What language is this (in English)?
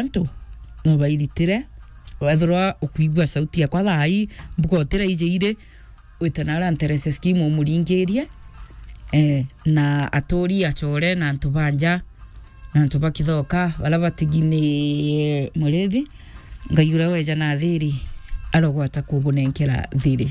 Meru